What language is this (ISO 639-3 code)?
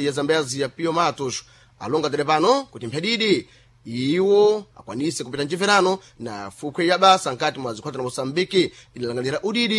seh